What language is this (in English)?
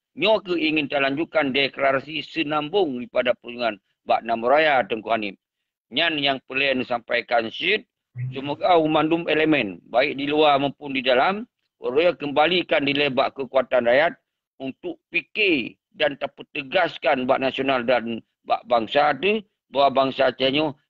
Achinese